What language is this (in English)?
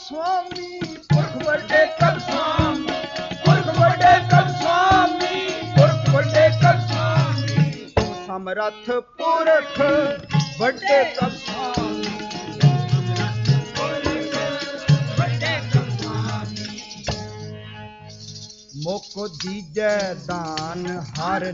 Punjabi